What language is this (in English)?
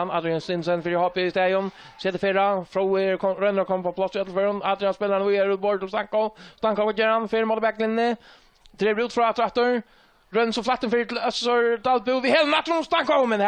Faroese